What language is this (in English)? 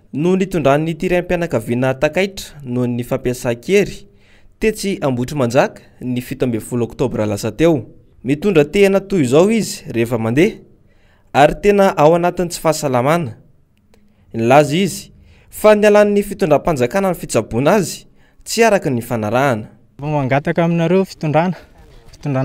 Malagasy